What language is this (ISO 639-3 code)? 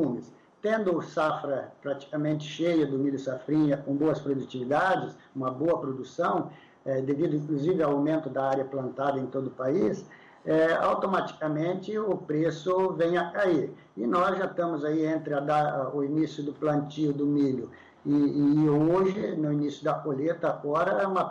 por